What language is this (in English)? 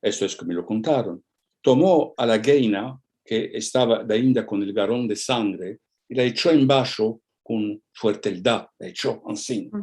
Ladino